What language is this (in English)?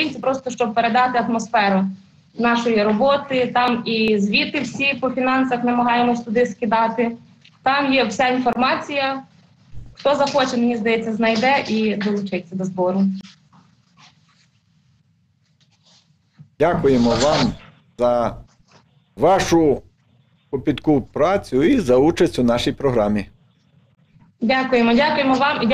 Ukrainian